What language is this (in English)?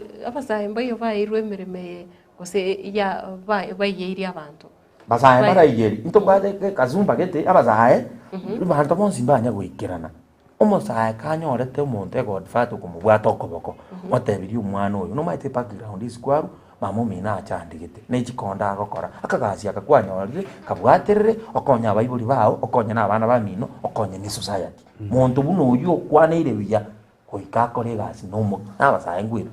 Gusii